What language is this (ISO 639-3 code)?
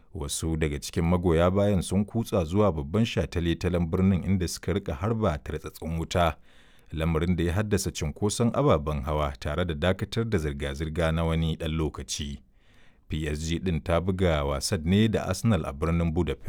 hau